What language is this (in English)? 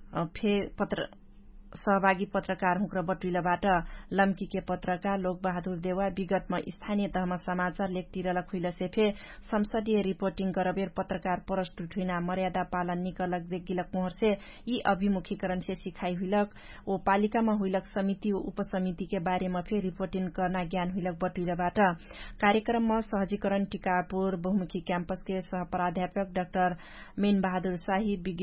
Dangaura Tharu